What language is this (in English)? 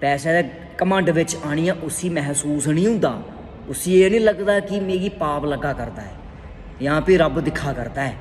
Dogri